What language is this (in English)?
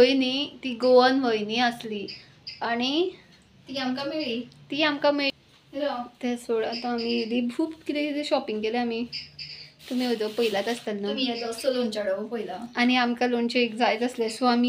Konkani